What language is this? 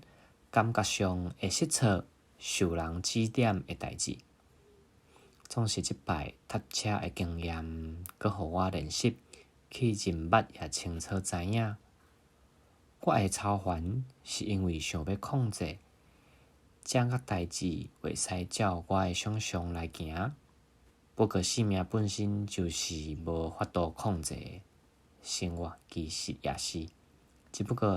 Min Nan Chinese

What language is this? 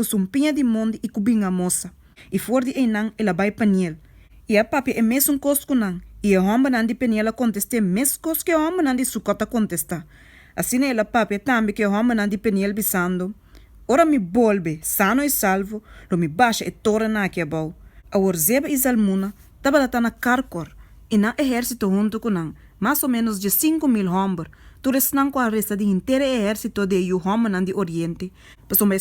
Papiamento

